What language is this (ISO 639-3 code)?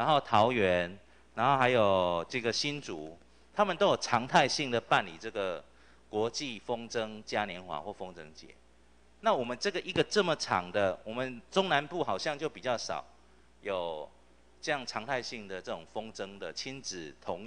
zho